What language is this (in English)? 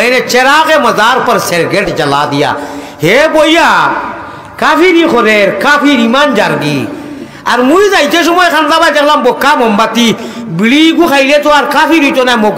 Sylheti